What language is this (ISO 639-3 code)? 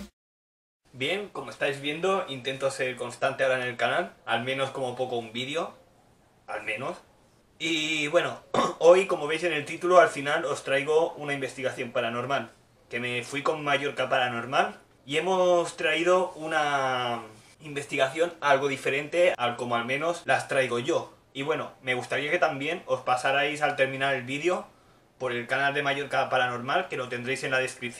spa